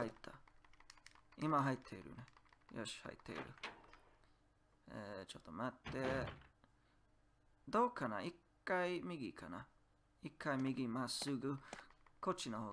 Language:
Japanese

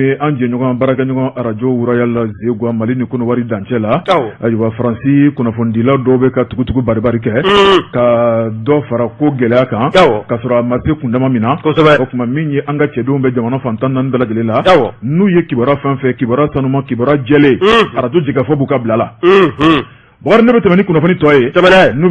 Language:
Bambara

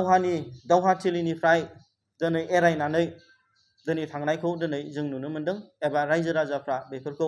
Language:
Bodo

